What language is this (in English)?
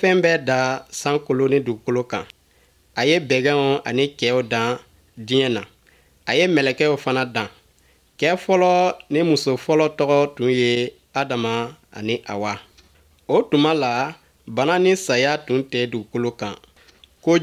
Bambara